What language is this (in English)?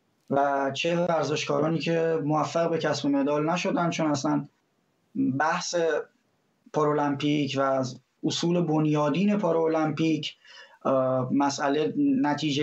Persian